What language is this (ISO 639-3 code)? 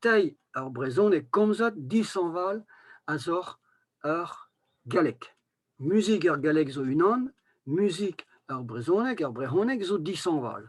bre